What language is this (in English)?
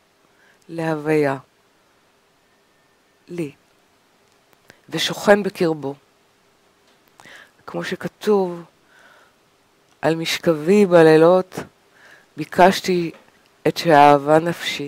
Hebrew